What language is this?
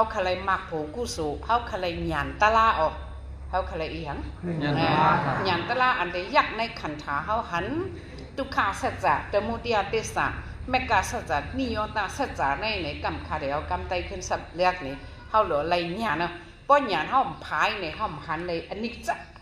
Shan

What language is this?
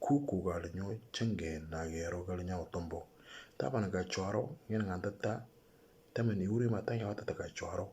Moro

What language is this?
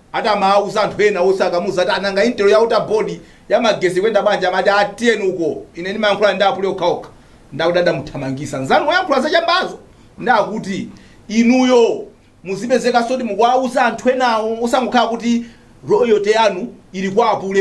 Nyanja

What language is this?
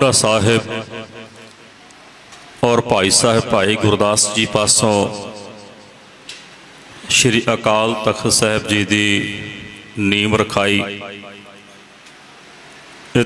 Punjabi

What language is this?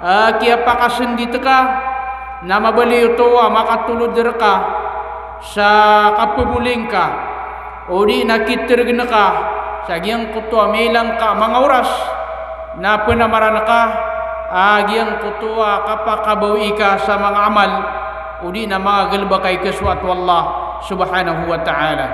Maranao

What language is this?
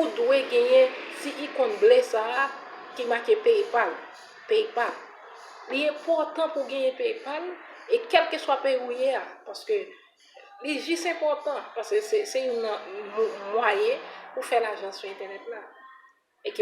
Haitian Creole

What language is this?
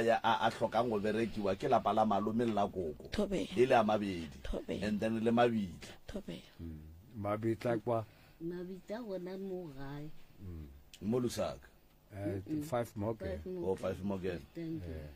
Northern Sotho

